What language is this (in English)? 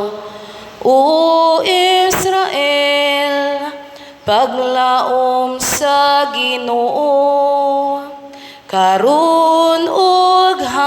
Cebuano